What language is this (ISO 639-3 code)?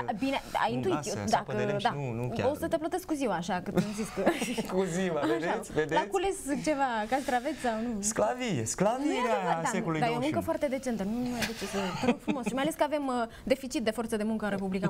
ron